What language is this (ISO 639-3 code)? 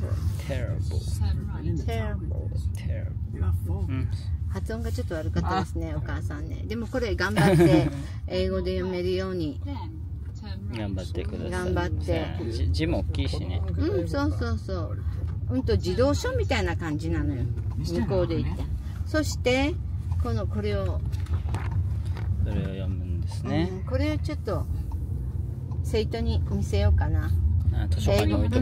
jpn